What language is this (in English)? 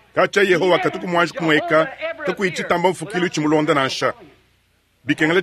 Luba-Lulua